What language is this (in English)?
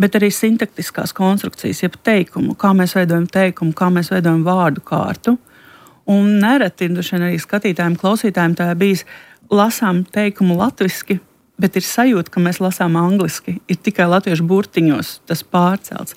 Latvian